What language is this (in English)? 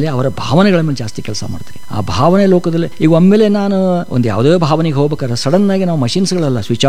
Kannada